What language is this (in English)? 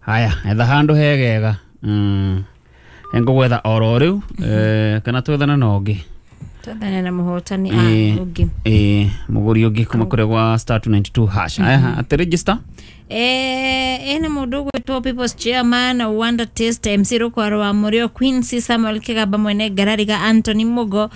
Kikuyu